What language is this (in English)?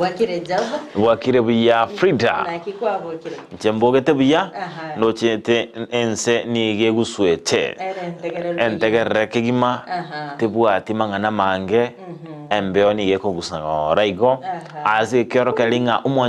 Gusii